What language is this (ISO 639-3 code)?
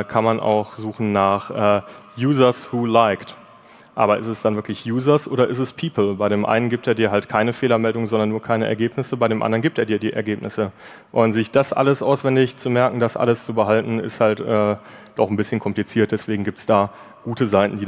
deu